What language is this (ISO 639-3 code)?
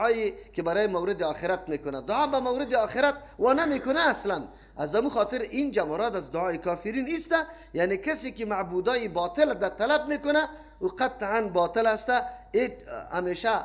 fas